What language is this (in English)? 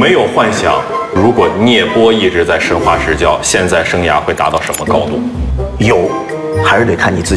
Chinese